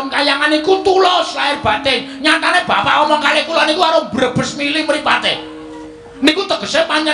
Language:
Javanese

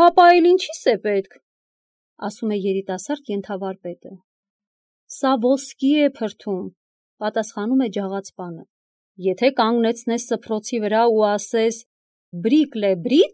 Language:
Armenian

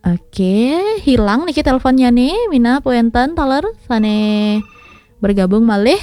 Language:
Balinese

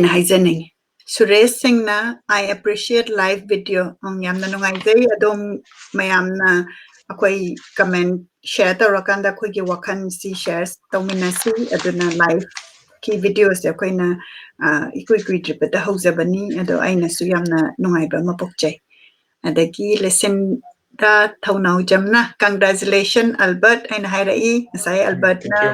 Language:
Manipuri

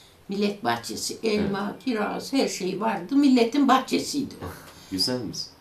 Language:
Turkish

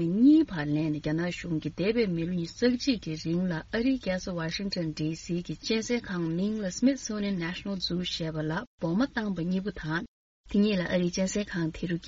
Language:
Tibetan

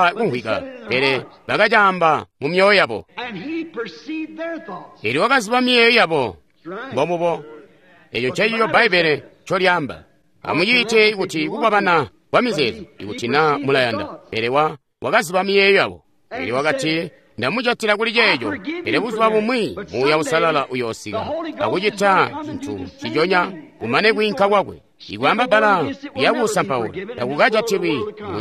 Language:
Tonga (Zambia)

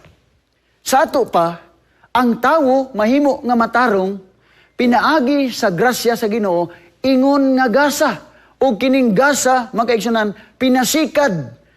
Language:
Cebuano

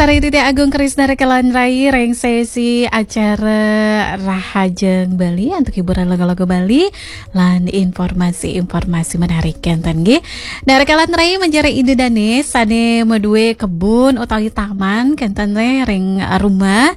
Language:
Balinese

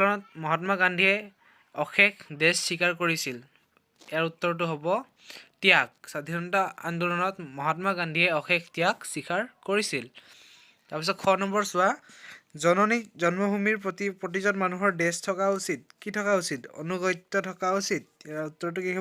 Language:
Assamese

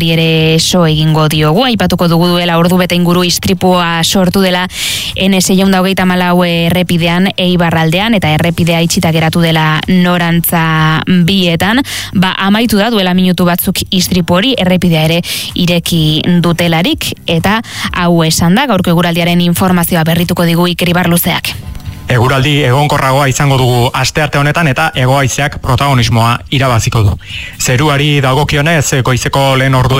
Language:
Basque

